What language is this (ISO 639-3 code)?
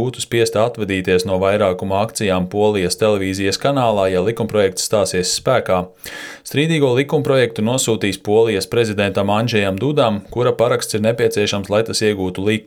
lav